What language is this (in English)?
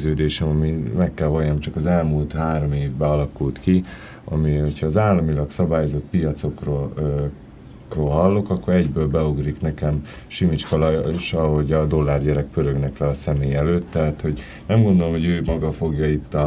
Hungarian